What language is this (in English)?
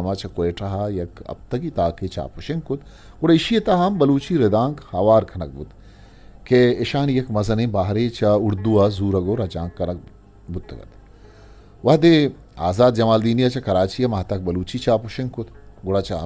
Eastern Balochi